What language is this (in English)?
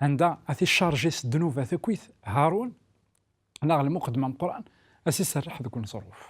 Kabyle